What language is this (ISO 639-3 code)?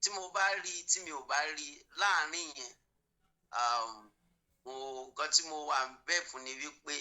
yor